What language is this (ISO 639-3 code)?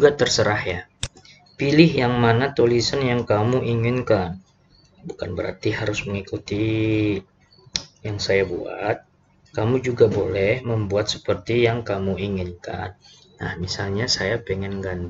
ind